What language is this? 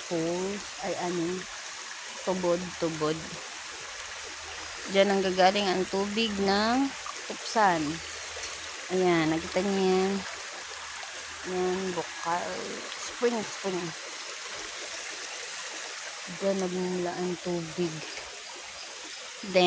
Filipino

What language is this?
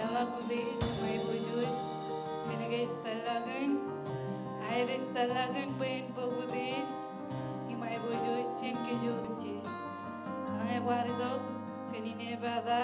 Marshallese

